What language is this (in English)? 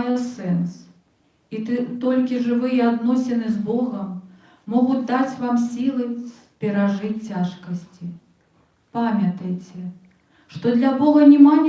Belarusian